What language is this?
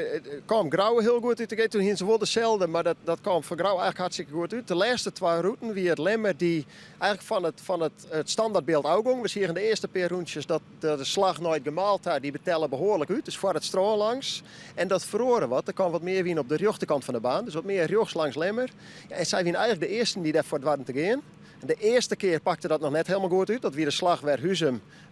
Western Frisian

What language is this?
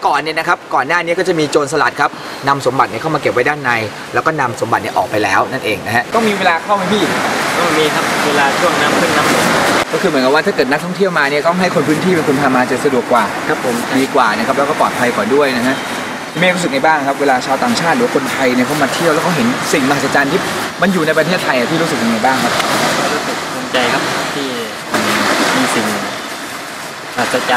Thai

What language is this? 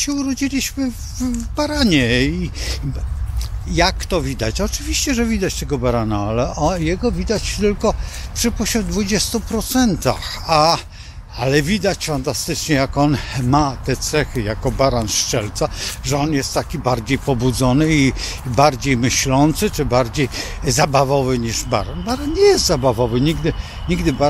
Polish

